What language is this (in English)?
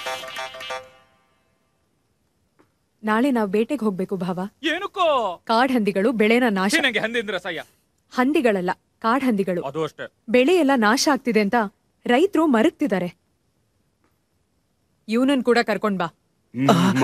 Kannada